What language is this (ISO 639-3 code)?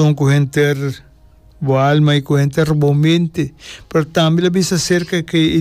pap